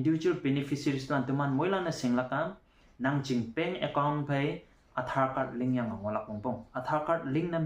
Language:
Konyak Naga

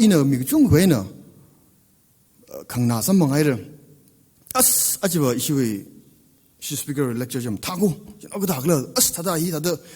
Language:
Tangkhul Naga (India)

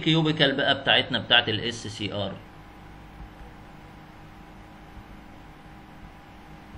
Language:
Egyptian Arabic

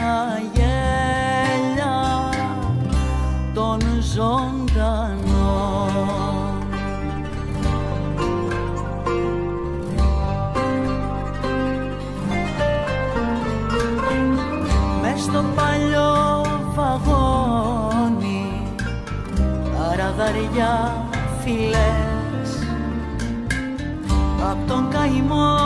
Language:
Greek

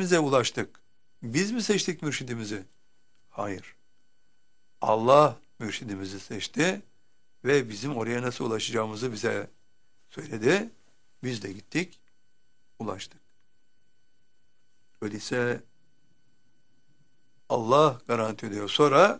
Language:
Turkish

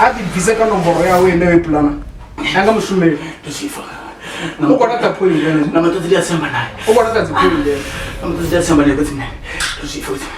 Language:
Venda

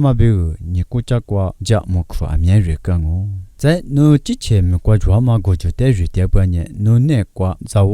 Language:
Lisu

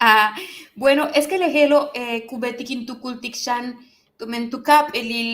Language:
Yucateco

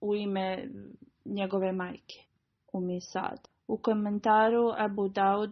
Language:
Bosnian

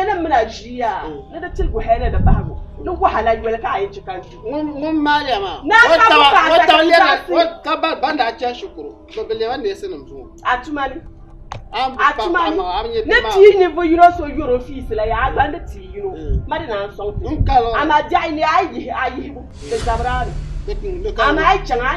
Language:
Dagbani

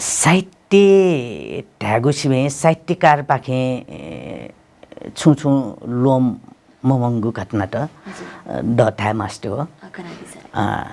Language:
Newari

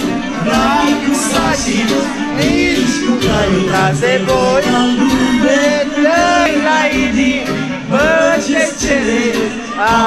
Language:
Romanian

